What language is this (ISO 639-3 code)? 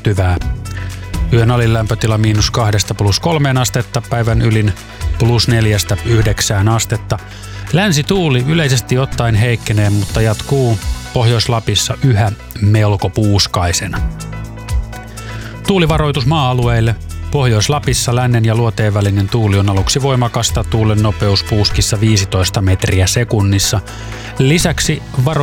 fin